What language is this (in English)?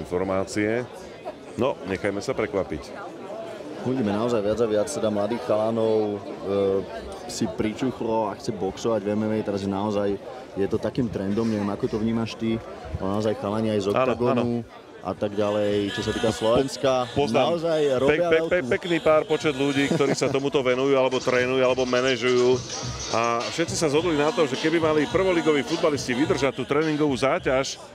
Slovak